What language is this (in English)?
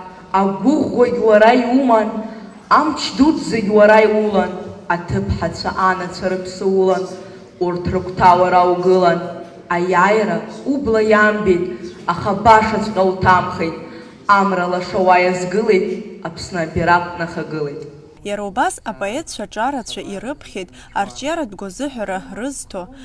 Abkhazian